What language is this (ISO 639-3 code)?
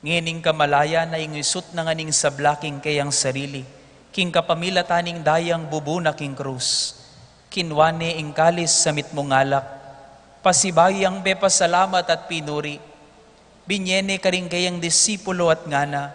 pam